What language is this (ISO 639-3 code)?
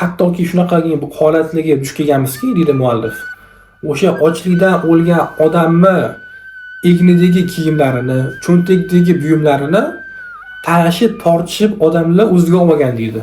uzb